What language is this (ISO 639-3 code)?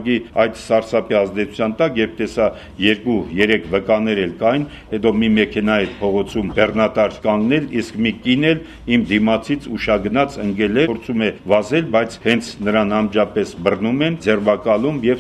hye